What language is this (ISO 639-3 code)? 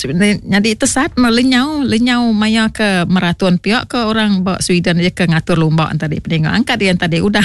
iba